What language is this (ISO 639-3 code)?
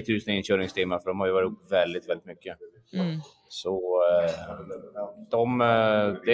swe